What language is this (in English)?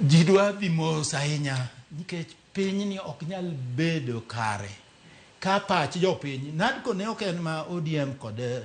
Luo (Kenya and Tanzania)